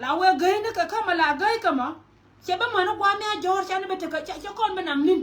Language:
Nuer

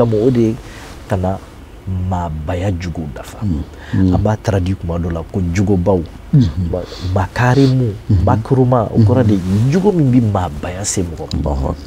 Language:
Bambara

